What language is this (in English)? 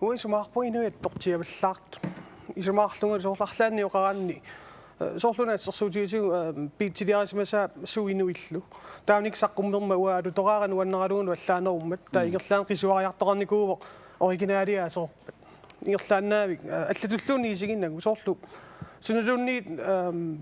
Kalaallisut